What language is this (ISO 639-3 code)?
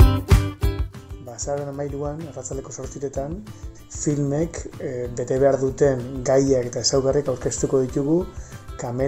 eus